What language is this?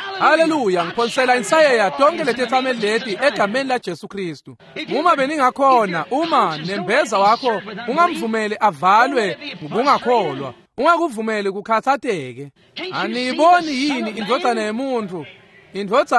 Swati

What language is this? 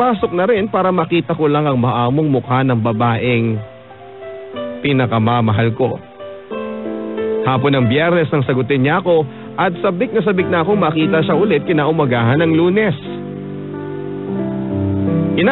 Filipino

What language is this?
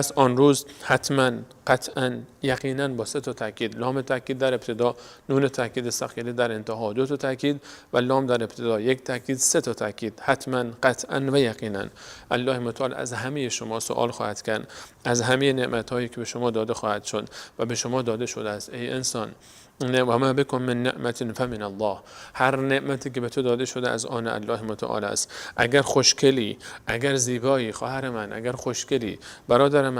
Persian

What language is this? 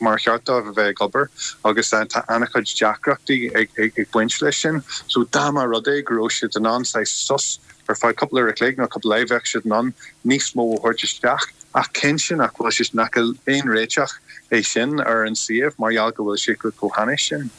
Irish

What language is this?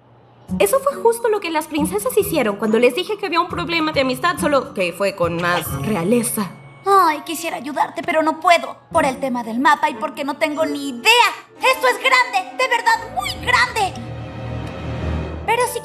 Spanish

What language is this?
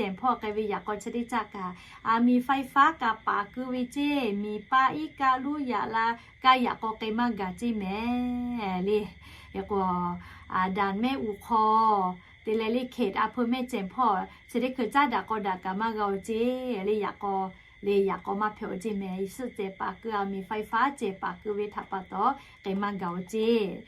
Lahu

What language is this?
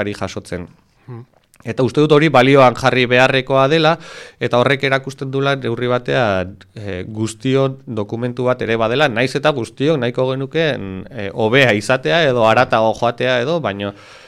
Basque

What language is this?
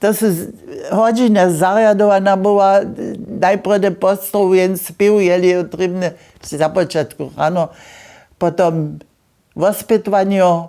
Upper Sorbian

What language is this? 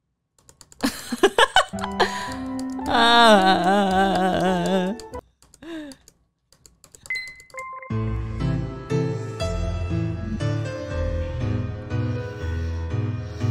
Korean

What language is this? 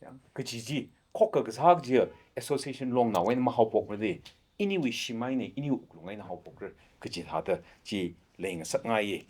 Tangkhul Naga (India)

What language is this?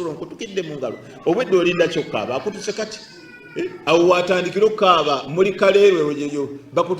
Ganda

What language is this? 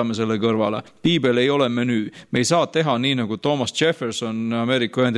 Estonian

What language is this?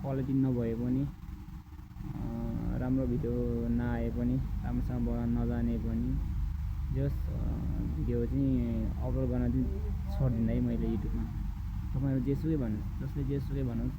Nepali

